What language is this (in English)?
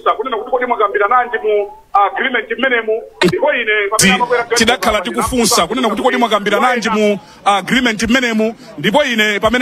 Nyanja